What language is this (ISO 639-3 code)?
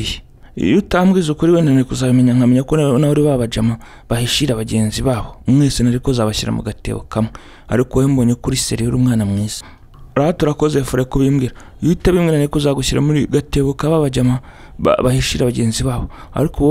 kin